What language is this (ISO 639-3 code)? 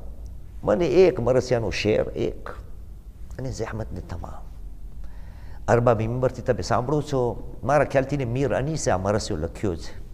guj